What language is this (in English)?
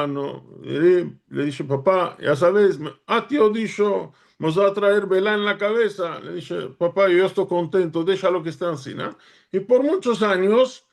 Ladino